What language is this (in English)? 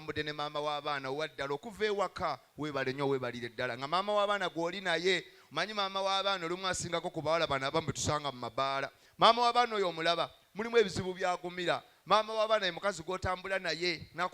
Ganda